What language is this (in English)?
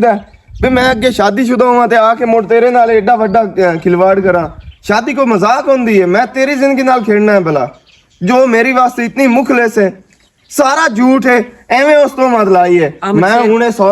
Western Panjabi